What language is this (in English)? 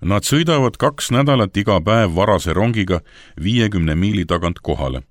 Estonian